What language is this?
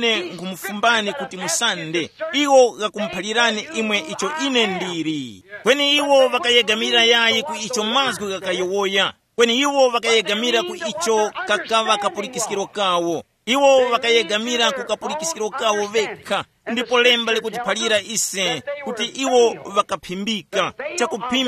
Tumbuka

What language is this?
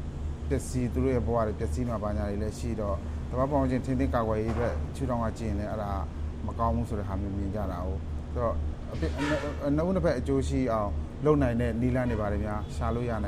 Burmese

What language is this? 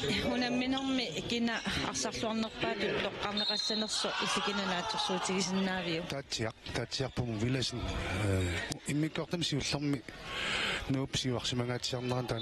Kalaallisut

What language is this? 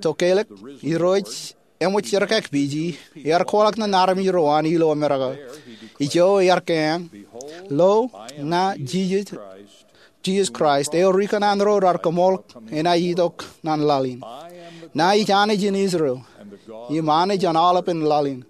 Marshallese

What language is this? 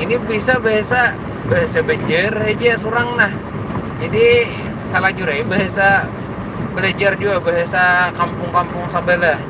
Banjar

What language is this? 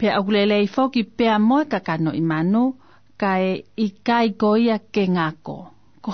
Tongan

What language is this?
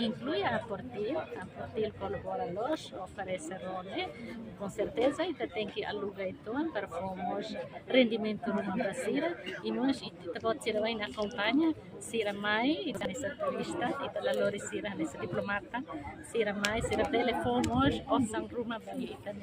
Tetum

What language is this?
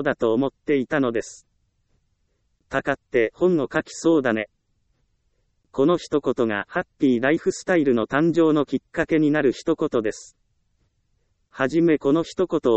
Japanese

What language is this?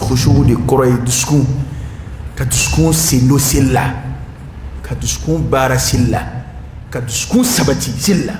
Dyula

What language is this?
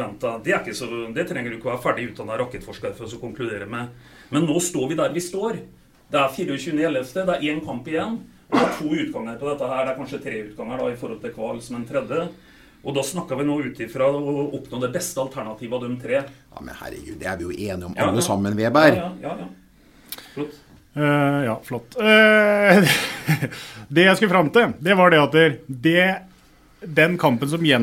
Norwegian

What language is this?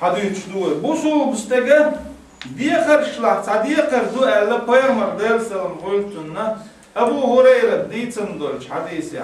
Chechen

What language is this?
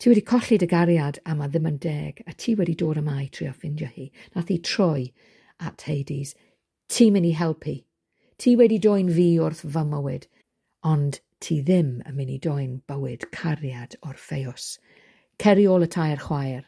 Welsh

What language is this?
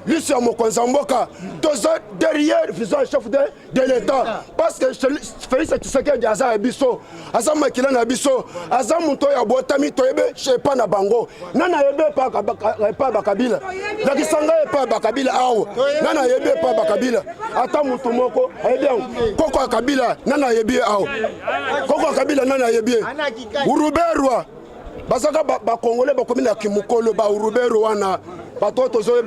Lingala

